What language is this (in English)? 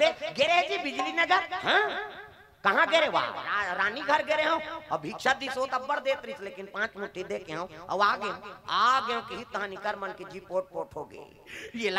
Chhattisgarhi